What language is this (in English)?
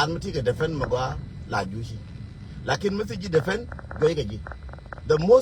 Nuer